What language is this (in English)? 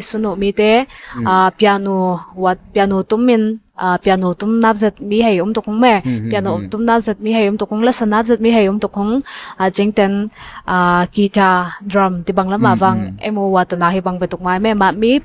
Ngawn Chin